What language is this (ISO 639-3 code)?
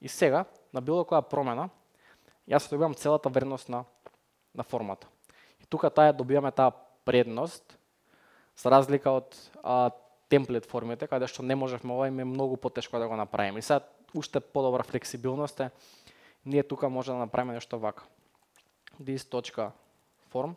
mkd